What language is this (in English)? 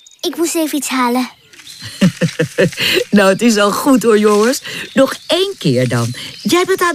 Dutch